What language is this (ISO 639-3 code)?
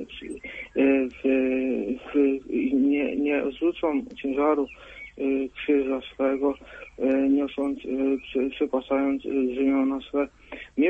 pol